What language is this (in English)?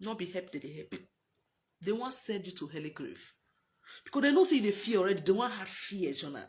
Nigerian Pidgin